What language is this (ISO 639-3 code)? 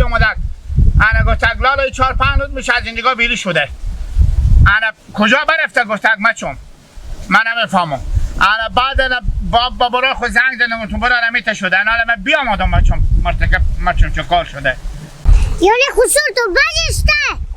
haz